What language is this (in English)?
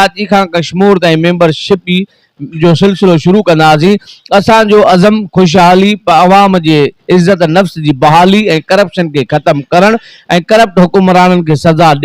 Sindhi